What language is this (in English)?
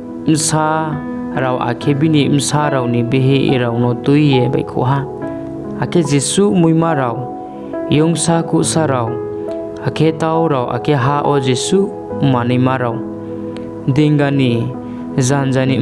Riang (India)